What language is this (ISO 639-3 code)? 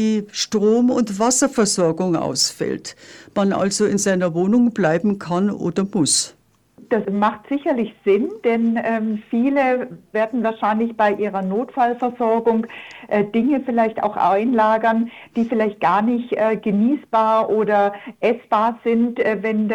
deu